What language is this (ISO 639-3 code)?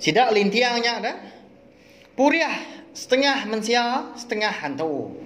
iba